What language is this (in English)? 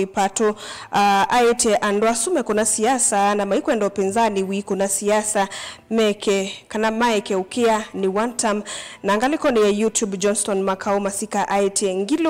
Kamba